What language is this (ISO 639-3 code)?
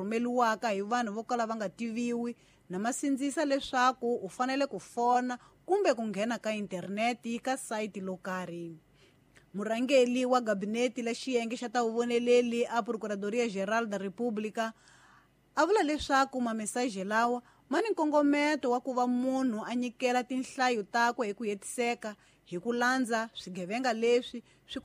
tso